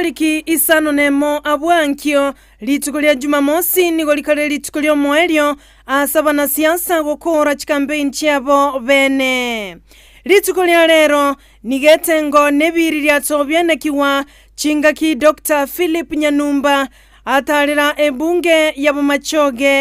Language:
Gusii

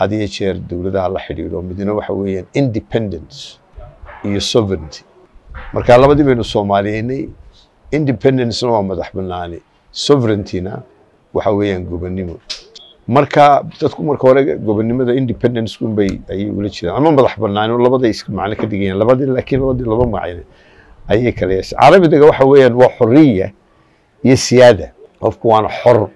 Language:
Somali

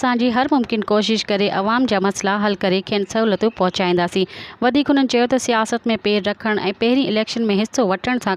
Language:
Sindhi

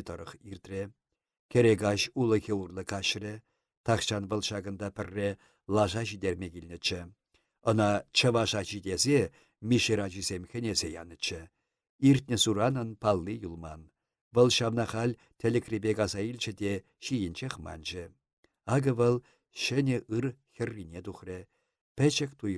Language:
Chuvash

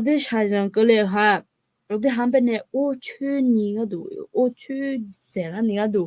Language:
Akha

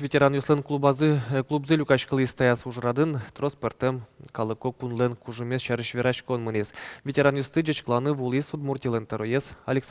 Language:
Udmurt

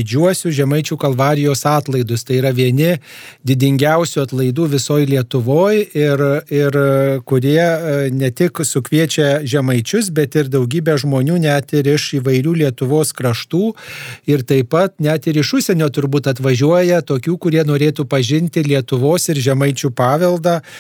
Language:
Lithuanian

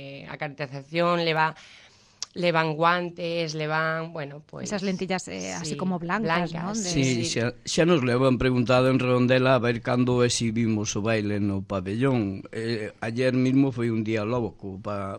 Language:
Galician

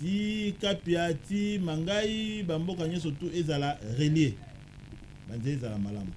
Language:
Lingala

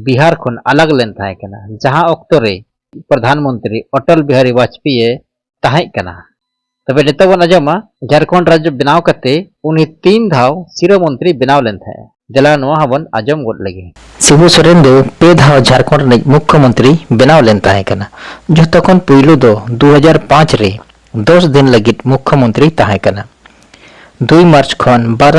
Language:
Santali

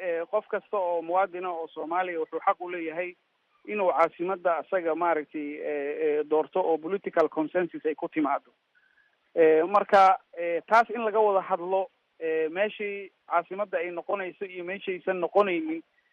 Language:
Somali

